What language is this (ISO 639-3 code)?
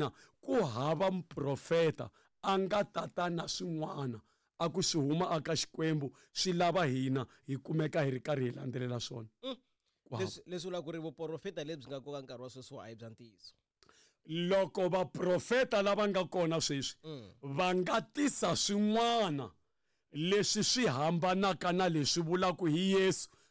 tso